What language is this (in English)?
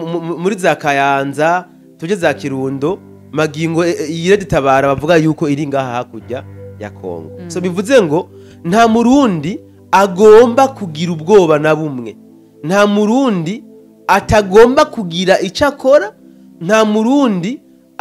Rundi